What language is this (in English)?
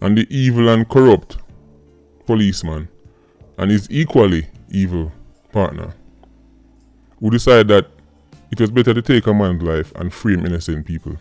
Jamaican Creole English